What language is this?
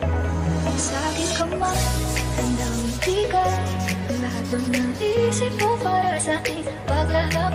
Filipino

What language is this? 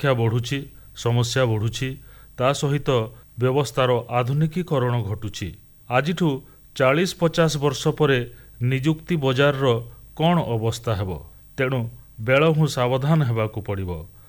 Odia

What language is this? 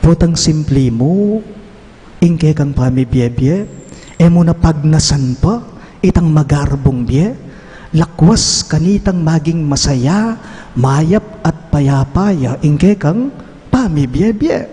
Pampanga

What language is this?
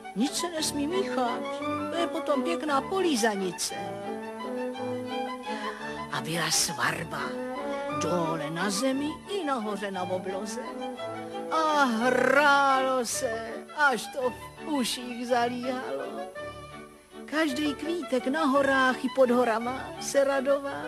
Czech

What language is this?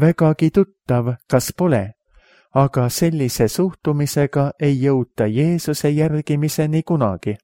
Estonian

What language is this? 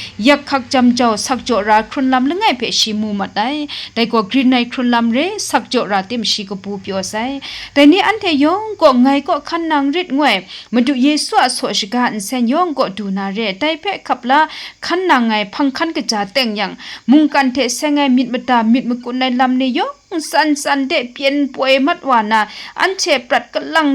Kachin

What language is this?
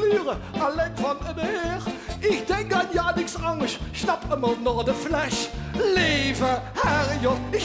Limburgish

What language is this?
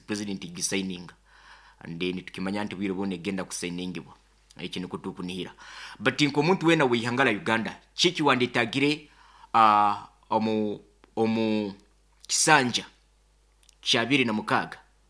Nyoro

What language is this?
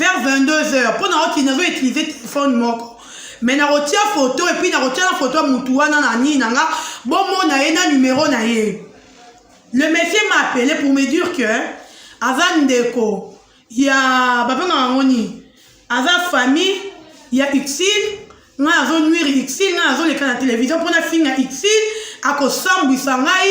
Lingala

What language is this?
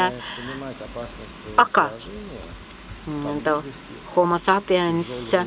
Estonian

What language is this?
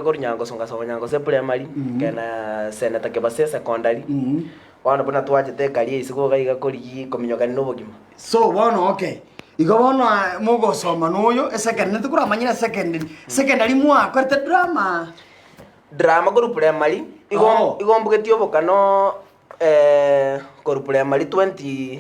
Gusii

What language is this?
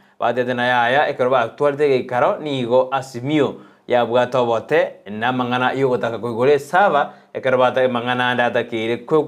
Gusii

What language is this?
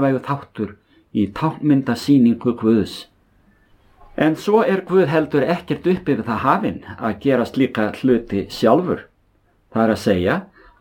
Icelandic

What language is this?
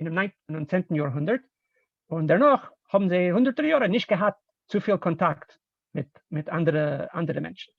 Yiddish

